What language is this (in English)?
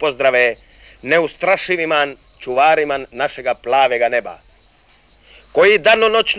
Croatian